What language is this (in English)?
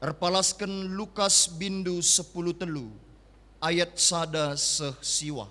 Batak Karo